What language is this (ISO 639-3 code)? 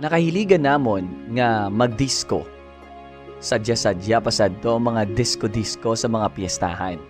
hil